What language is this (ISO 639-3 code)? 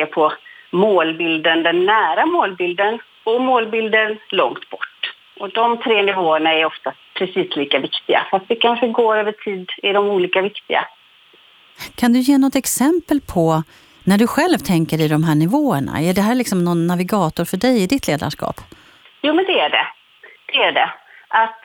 swe